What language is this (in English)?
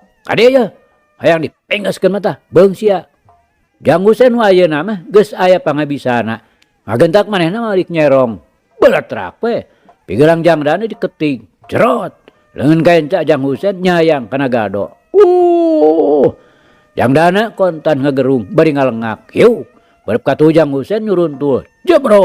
Sundanese